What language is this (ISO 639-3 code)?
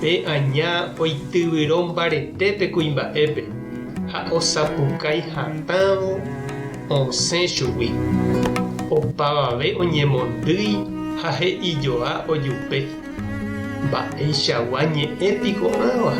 grn